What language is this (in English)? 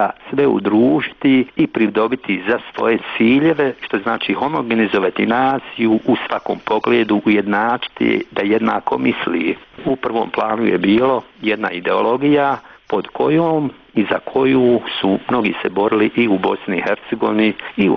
Bosnian